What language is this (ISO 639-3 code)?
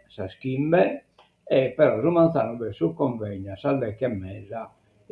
srd